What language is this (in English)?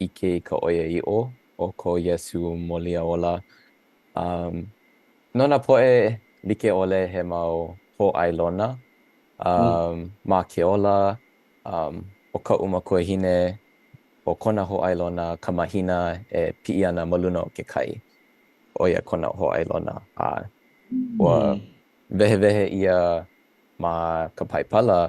Hawaiian